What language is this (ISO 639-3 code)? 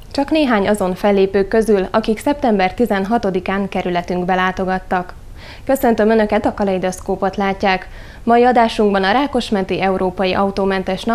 hun